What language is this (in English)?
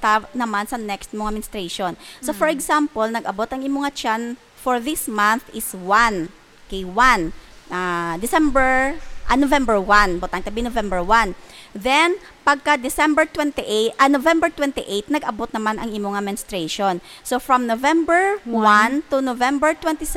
Hiligaynon